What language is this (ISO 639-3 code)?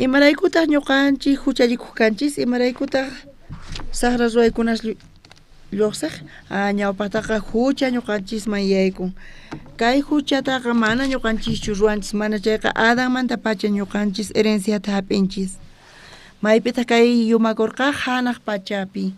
quh